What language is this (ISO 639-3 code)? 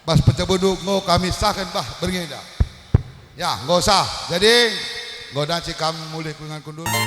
btx